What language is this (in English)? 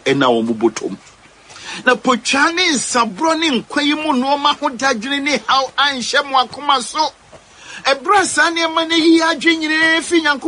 Akan